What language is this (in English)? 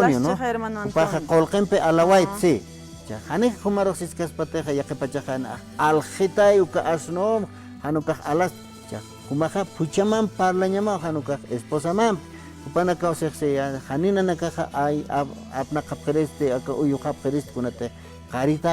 Aymara